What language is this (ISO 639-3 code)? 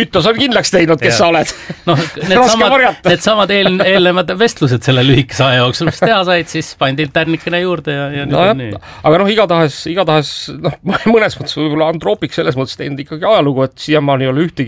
est